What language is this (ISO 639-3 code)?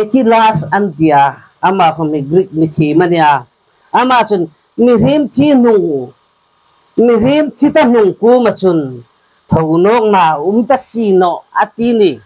hmr